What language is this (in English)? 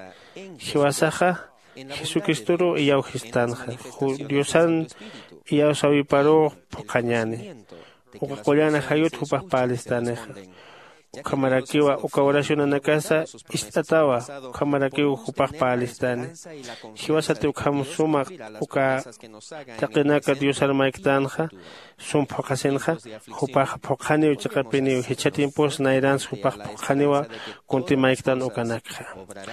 Aymara